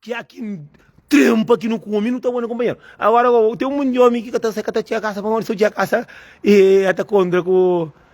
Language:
Kabuverdianu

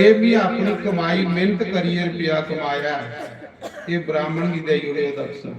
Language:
Dogri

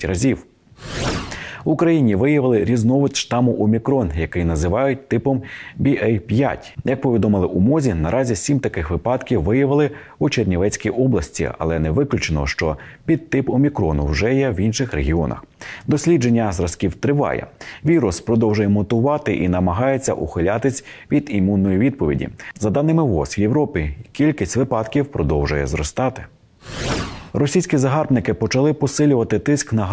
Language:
Ukrainian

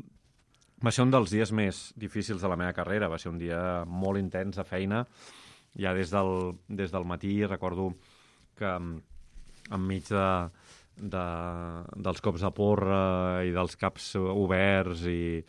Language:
Catalan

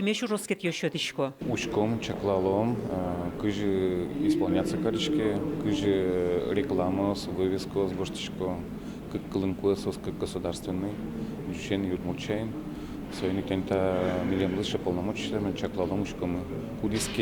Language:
Udmurt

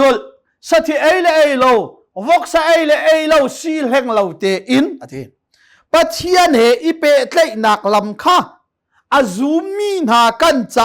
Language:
Hakha Chin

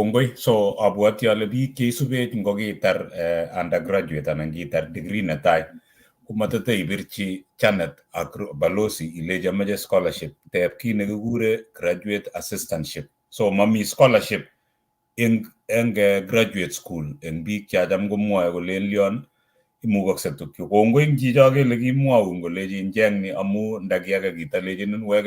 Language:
Kalenjin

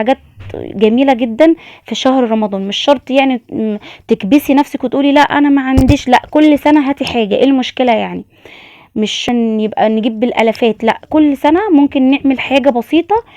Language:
Egyptian Arabic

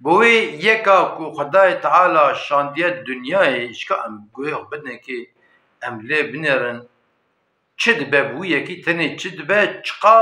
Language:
Kurdish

